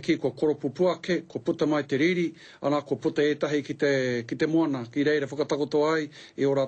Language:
Māori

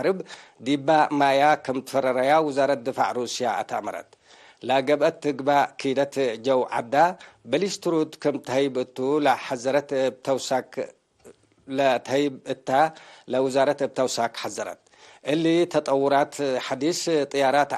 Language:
Tigre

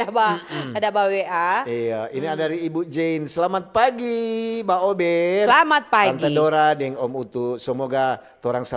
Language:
Manado Malay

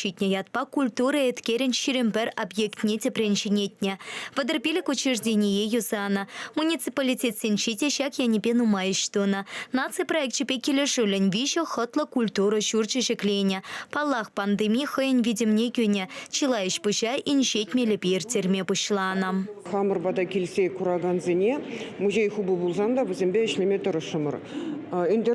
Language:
Chuvash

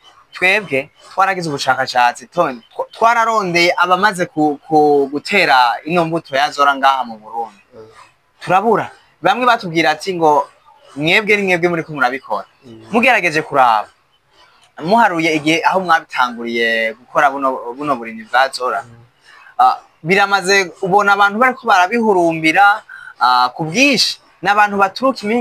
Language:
Rundi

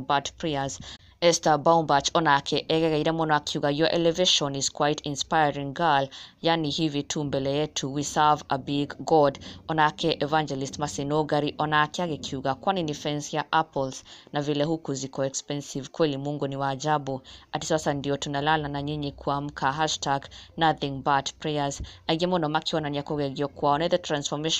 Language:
Kikuyu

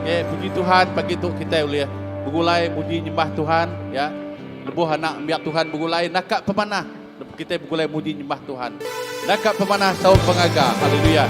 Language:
Iban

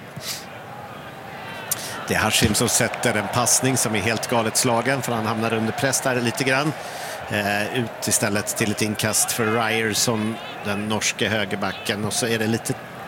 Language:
Swedish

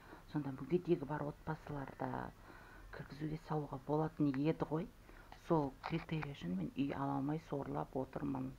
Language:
Kazakh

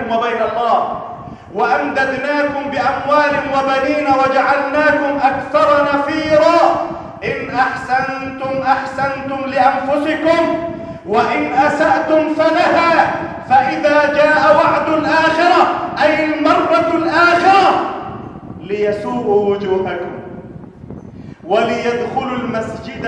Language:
Arabic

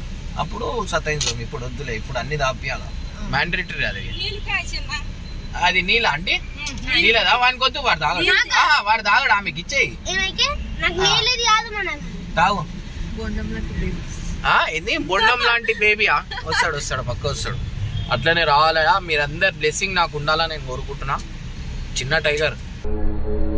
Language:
Telugu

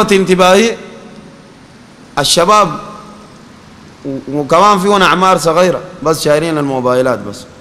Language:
Sudanese Arabic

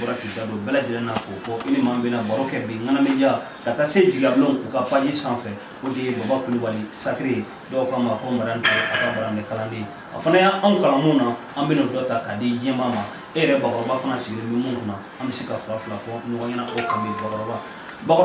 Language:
Bambara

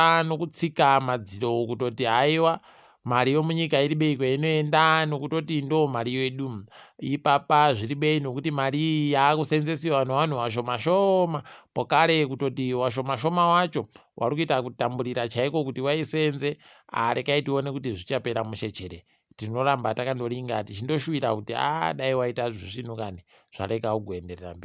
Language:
Ndau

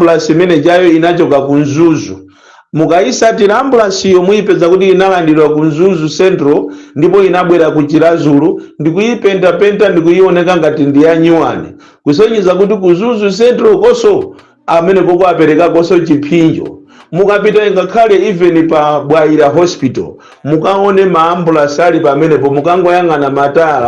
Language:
Nyanja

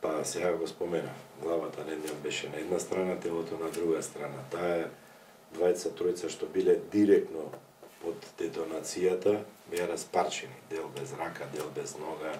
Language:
Macedonian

